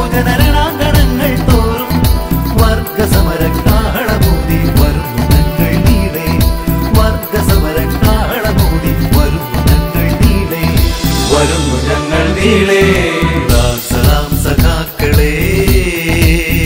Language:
Malayalam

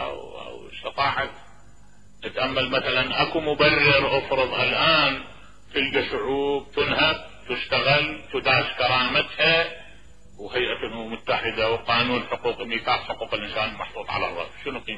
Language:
Mesopotamian Arabic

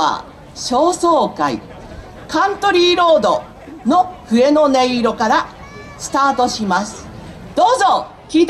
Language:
Japanese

